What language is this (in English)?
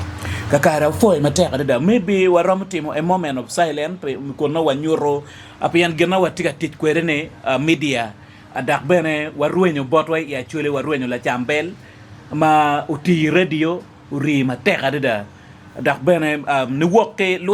Acoli